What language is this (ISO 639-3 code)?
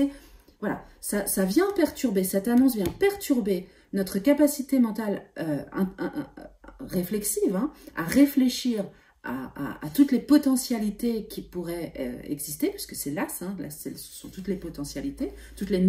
fra